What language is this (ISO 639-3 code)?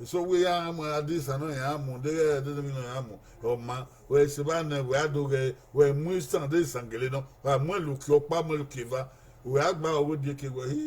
bin